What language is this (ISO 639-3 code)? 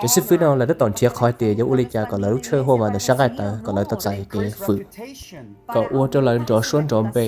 hmn